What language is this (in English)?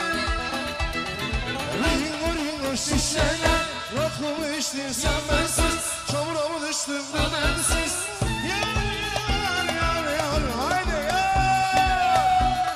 Turkish